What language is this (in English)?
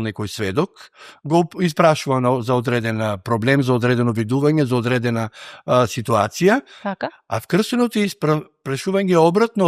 Macedonian